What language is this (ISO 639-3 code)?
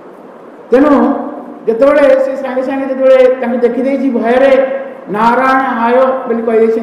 ori